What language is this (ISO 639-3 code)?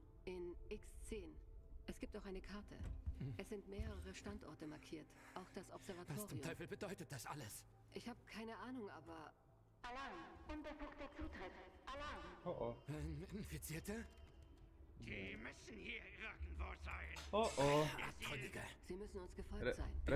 gsw